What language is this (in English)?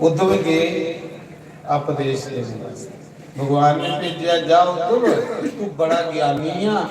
Dogri